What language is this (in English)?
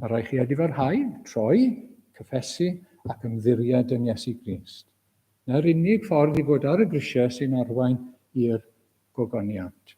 Welsh